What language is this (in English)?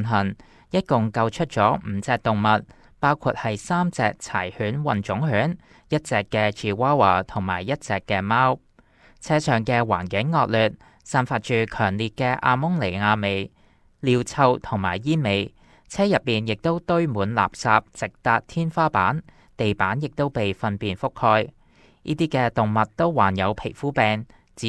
Cantonese